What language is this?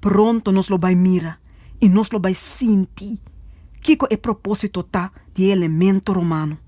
Papiamento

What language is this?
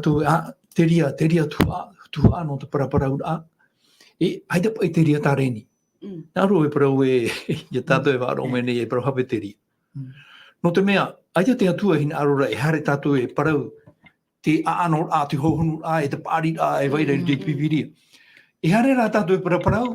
Tahitian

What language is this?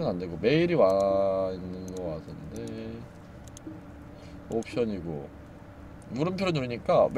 Korean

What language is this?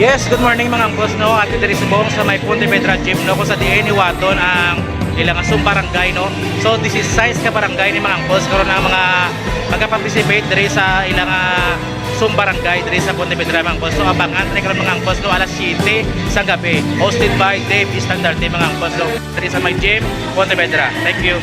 Hiligaynon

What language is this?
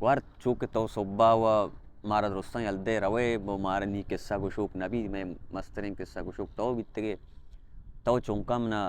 Baluchi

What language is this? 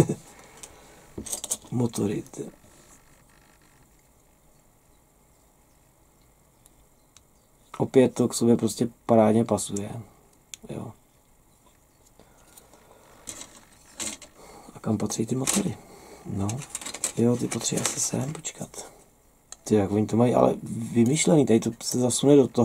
Czech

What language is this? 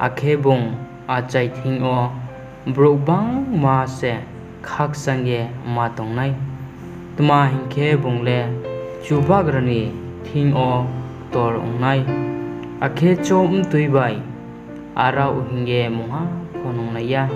Riang (India)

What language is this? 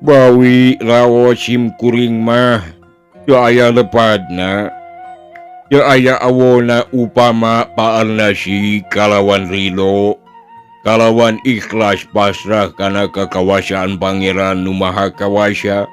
Sundanese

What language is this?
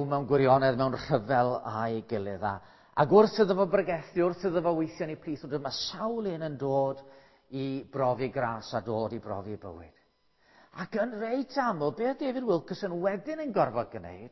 Welsh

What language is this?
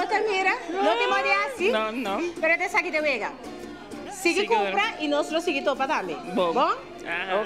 Papiamento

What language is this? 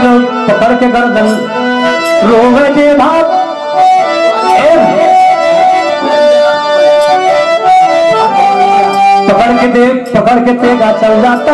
Bhojpuri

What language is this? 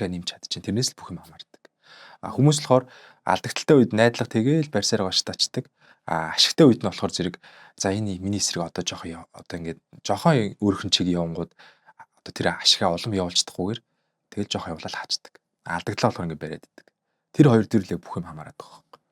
Mongolian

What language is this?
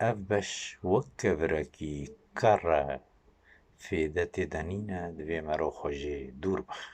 Kurdish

